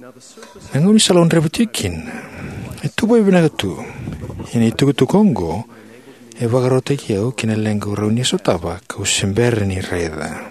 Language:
Fijian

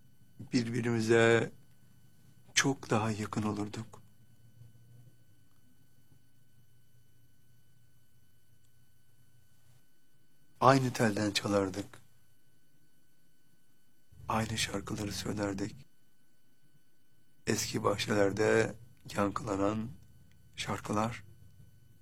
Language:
Turkish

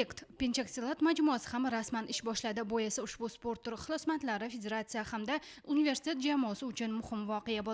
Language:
Uzbek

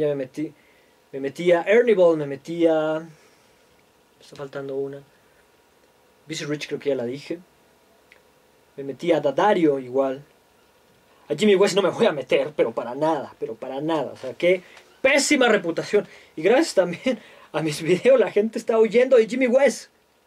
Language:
Spanish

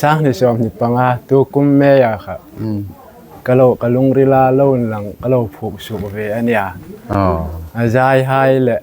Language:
Hmar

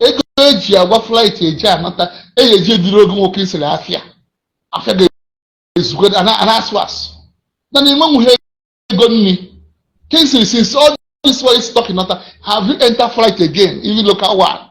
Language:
Igbo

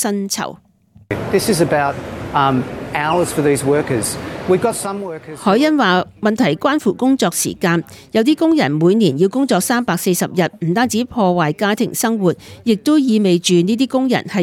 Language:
Cantonese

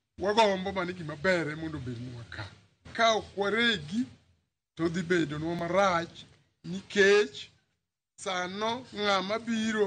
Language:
Luo (Kenya and Tanzania)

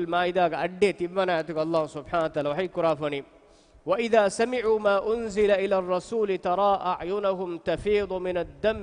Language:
Divehi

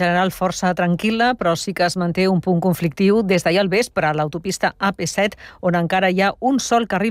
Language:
Catalan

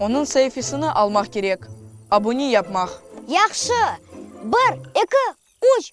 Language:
Crimean Tatar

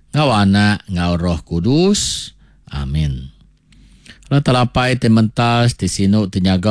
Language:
Iban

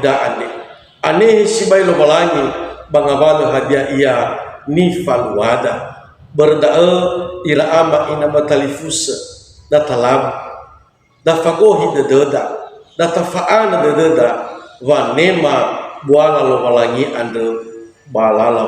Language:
Nias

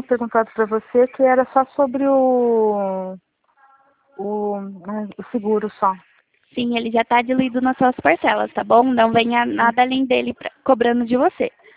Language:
Portuguese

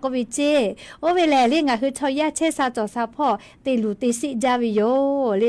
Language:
Lahu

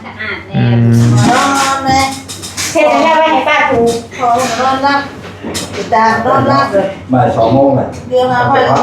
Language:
Northeastern Thai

